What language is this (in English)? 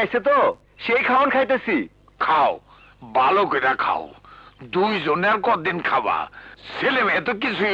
Bangla